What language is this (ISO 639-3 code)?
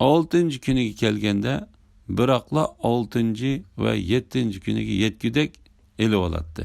uig